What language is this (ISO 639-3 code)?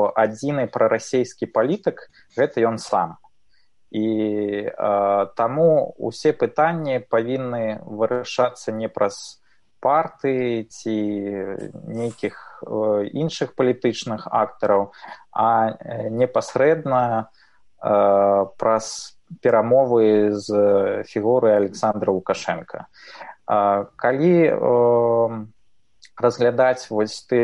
bel